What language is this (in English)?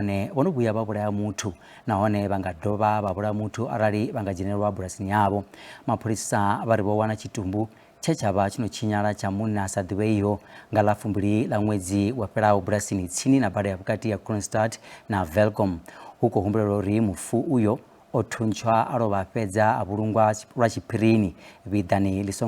Venda